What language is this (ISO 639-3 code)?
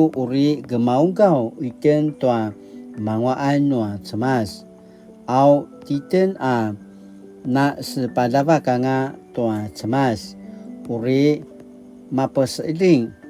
pwn